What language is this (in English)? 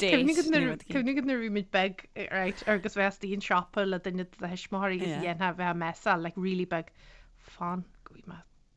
Irish